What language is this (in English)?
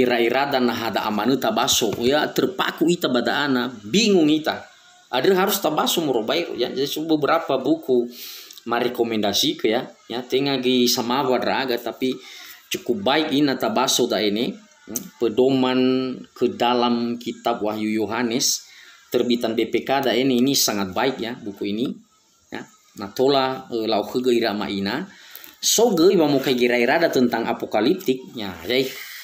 Nias